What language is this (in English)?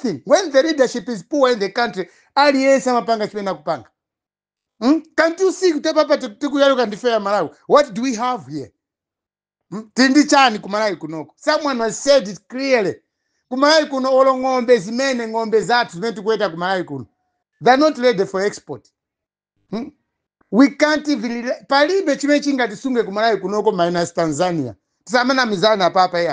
Nyanja